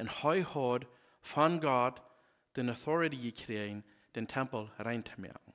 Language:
Plautdietsch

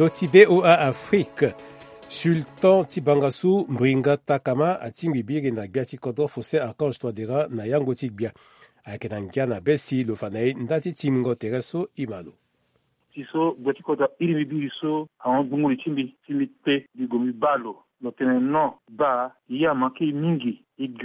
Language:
Sango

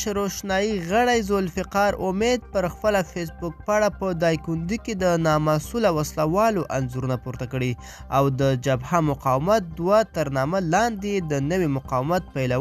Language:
Pashto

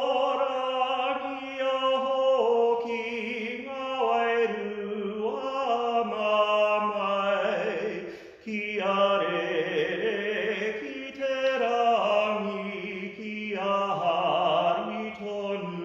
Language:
Māori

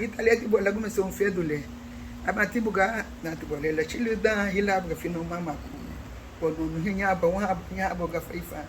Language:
Garifuna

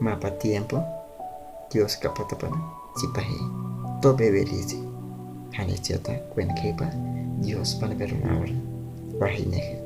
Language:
Guahibo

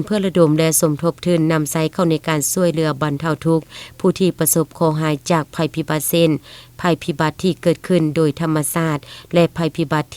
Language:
Lao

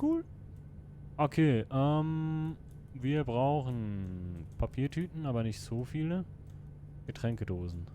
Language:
Swiss German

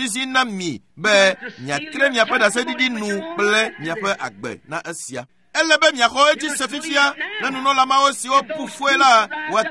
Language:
Ewe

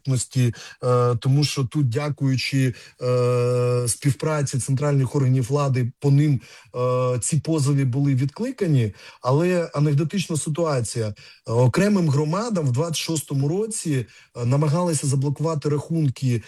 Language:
Ukrainian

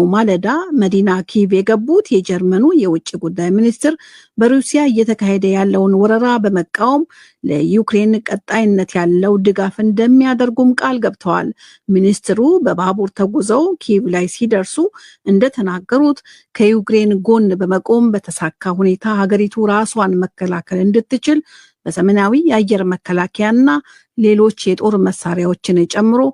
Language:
Amharic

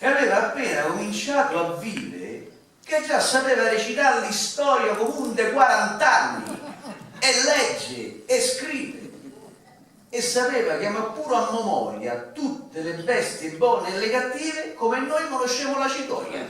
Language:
Neapolitan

